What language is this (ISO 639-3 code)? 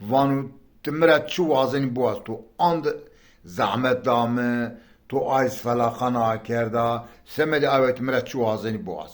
zza